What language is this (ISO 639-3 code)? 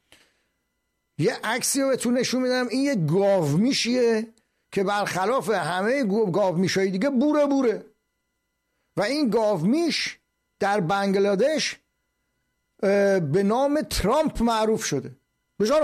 fas